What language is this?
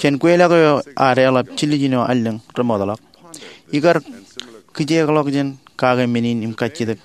Marshallese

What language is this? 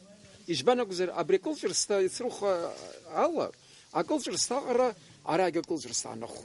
Abkhazian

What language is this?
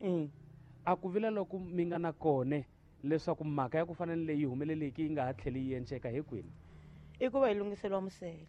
Tsonga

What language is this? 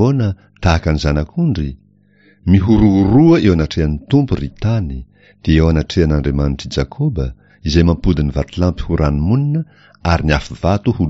Malagasy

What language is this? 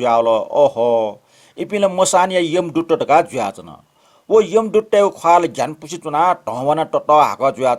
Newari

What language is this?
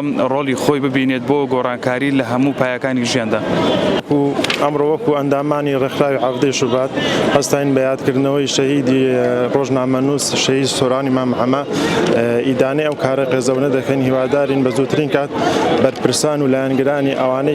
Central Kurdish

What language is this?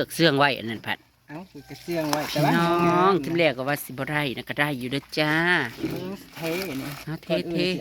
Northeastern Thai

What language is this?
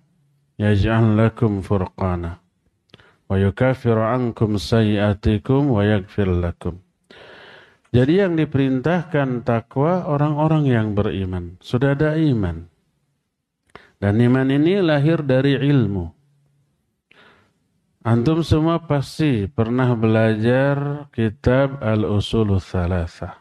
Indonesian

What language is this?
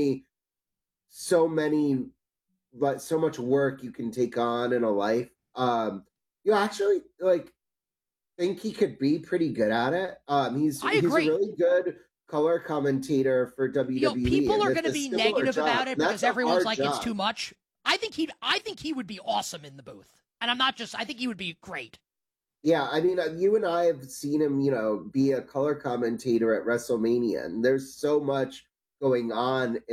English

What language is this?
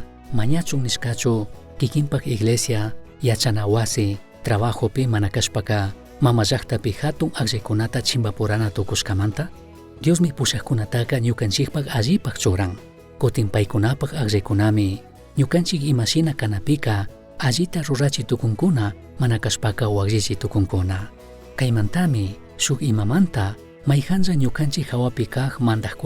Chimborazo Highland Quichua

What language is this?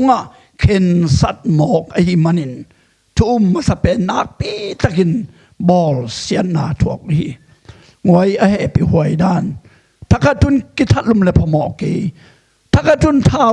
Tedim Chin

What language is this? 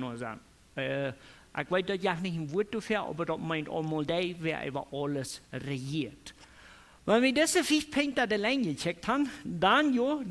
Plautdietsch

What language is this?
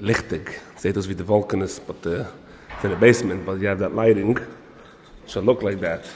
Yiddish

